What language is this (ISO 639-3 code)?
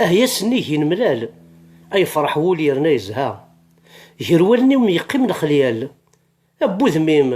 kab